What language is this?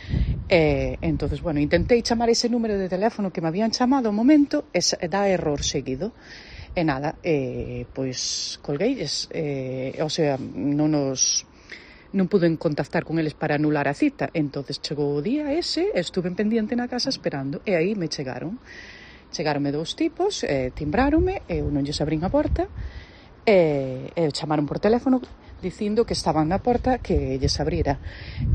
Galician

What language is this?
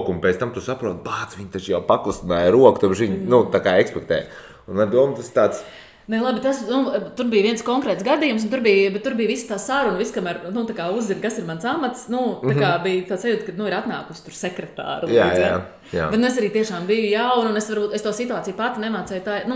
Latvian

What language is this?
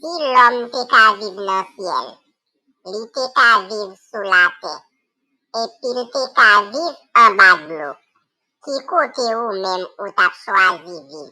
Haitian Creole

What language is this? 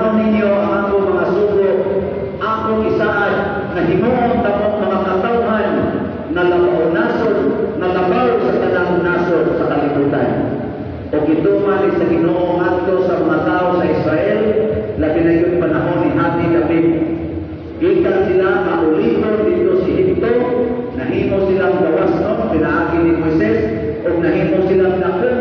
Cebuano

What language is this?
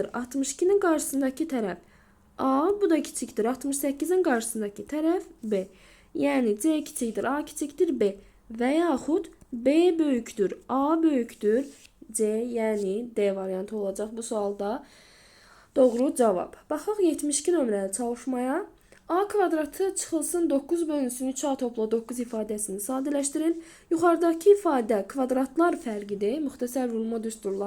Azerbaijani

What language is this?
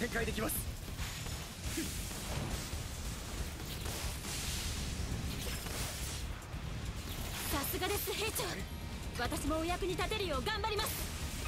Japanese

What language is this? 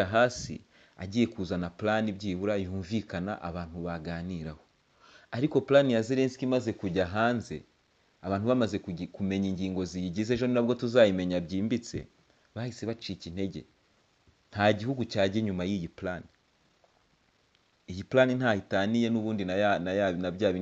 Kinyarwanda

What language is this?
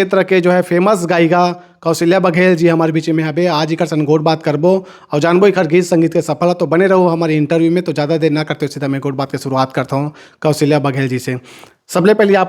Chhattisgarhi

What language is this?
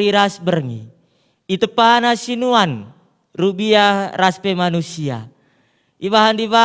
Batak Karo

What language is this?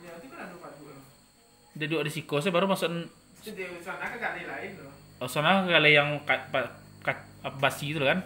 Minangkabau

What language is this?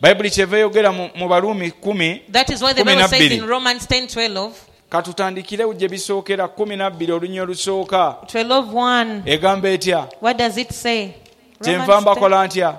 Ganda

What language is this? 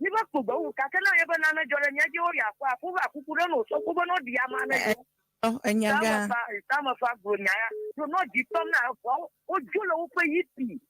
Ewe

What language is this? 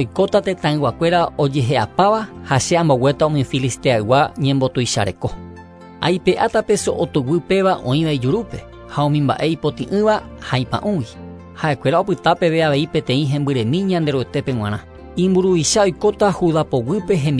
Guarani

